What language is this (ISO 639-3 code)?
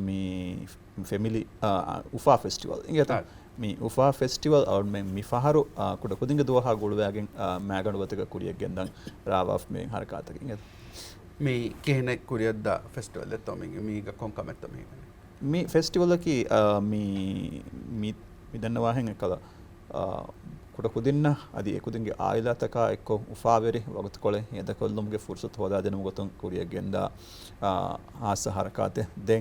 div